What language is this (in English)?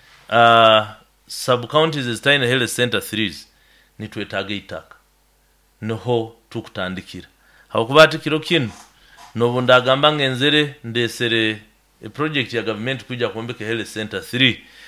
Nyoro